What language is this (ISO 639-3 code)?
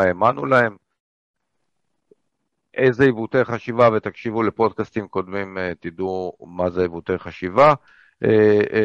heb